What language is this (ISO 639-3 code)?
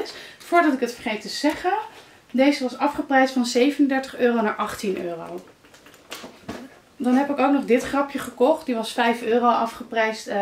nld